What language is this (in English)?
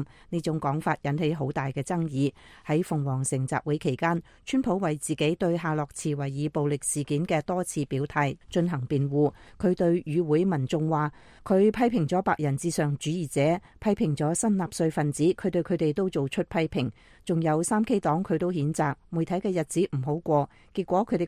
Cantonese